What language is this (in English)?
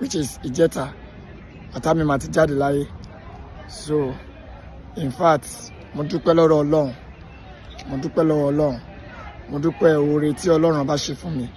Yoruba